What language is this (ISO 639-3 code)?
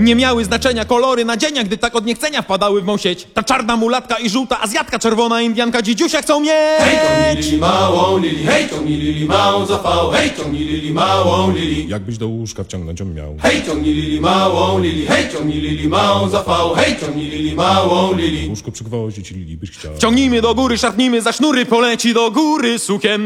pol